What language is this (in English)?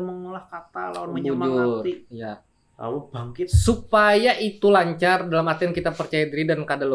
Banjar